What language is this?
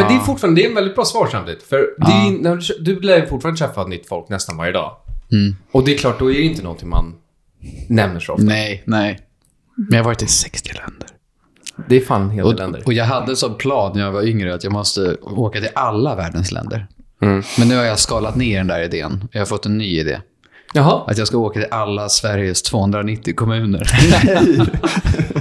Swedish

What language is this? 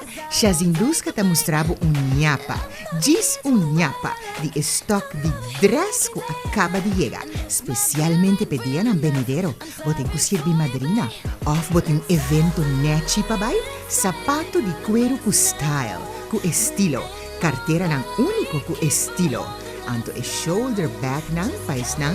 Papiamento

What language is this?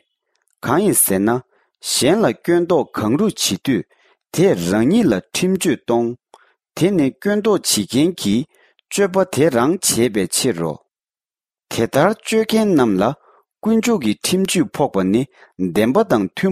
Tibetan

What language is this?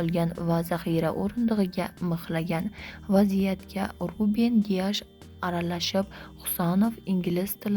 Uzbek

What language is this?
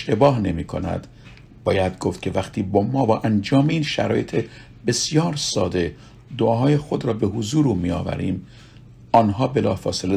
Persian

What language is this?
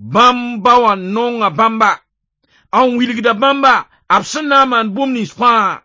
Mossi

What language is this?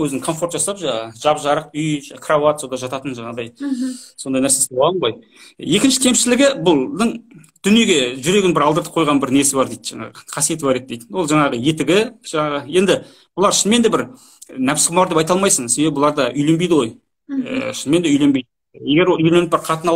Kazakh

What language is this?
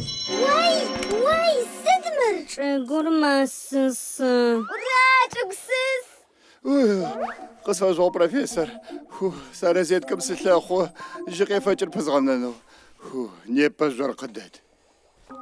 Adyghe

